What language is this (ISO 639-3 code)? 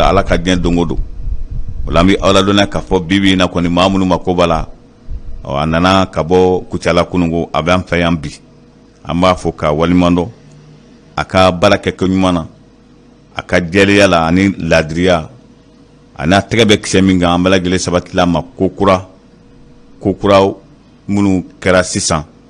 bam